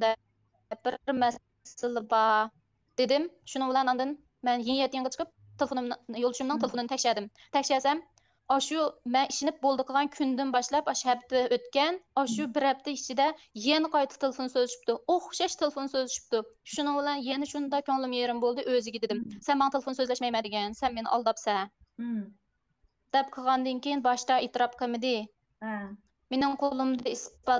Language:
Uyghur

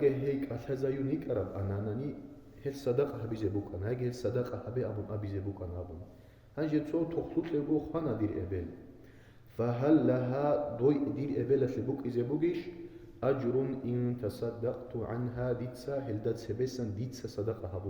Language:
Avaric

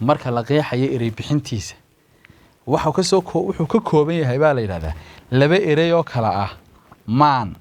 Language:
Somali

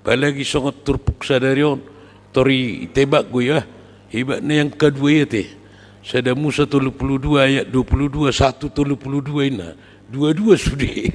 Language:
Batak Toba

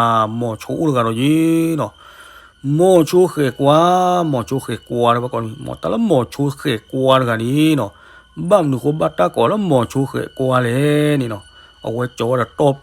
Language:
S'gaw Karen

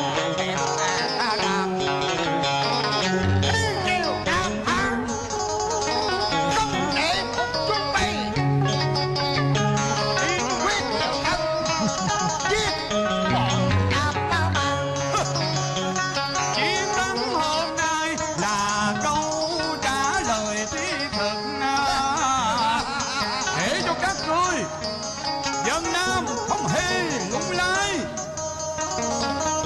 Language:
Vietnamese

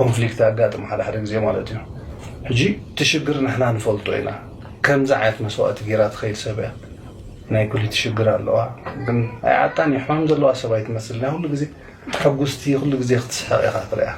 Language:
Tigrinya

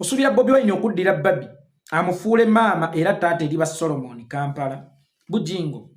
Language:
Ganda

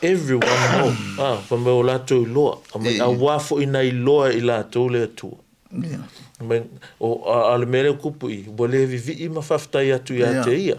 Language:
Samoan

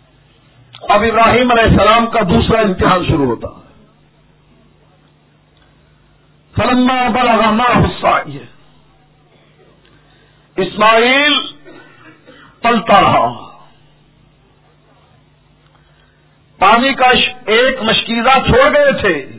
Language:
Urdu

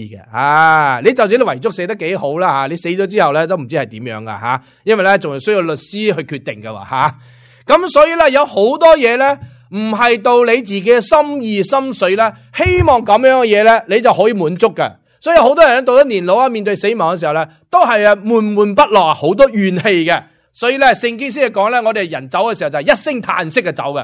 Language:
Cantonese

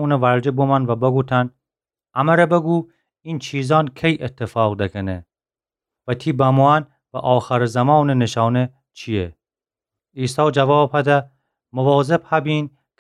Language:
Gilaki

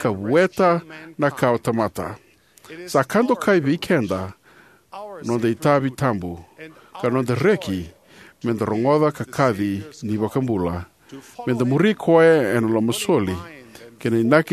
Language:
Fijian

